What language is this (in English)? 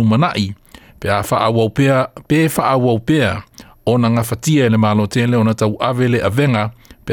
Samoan